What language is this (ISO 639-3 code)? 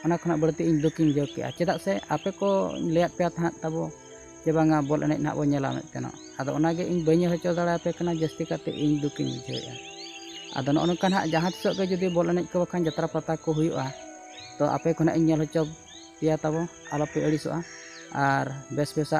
sat